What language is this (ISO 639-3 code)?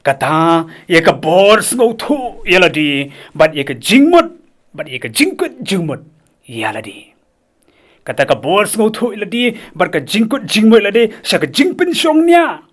kha